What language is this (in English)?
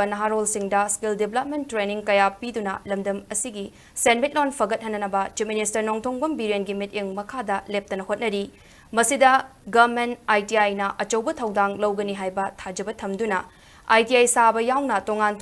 Manipuri